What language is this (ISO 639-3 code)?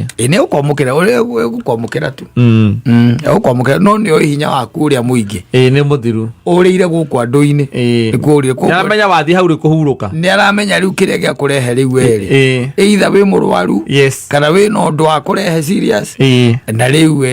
kik